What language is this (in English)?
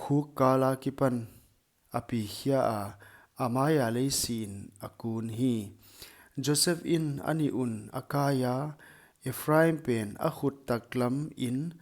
Paite Chin